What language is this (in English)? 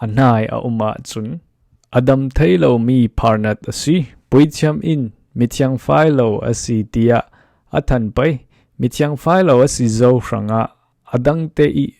Falam Chin